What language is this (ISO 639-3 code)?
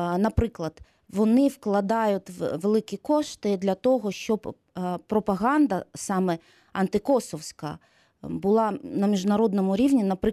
ukr